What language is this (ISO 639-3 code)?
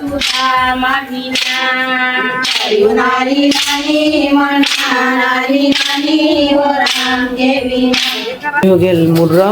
hne